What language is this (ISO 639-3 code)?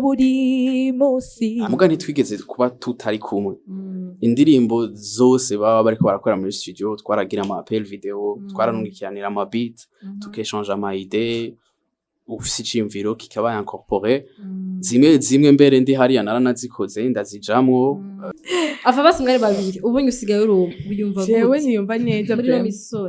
run